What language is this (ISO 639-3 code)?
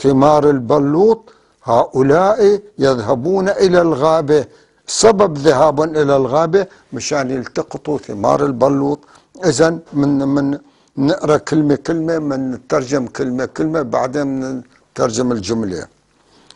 apc